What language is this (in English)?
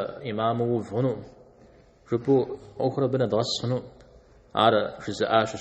Kabardian